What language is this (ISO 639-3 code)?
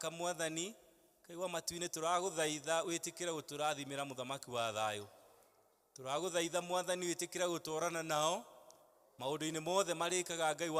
kik